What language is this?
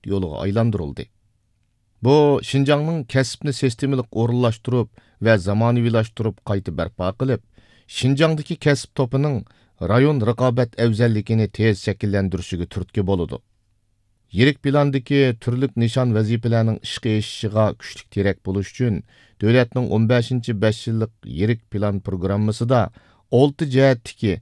Uyghur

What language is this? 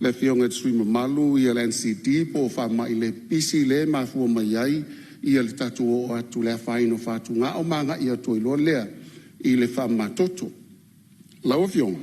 Samoan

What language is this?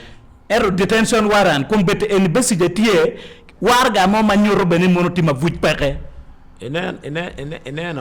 Acoli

